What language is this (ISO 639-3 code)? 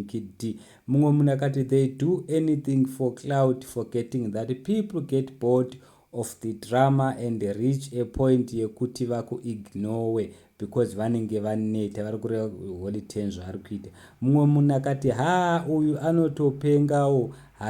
sna